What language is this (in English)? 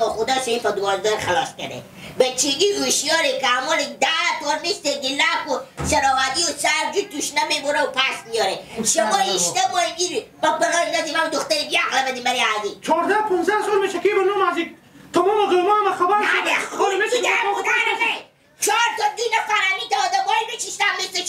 Persian